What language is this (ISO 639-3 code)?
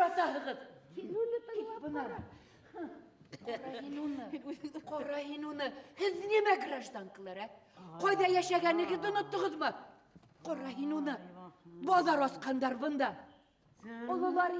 bak